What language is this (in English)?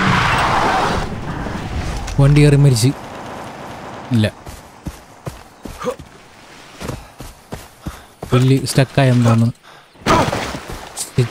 Malayalam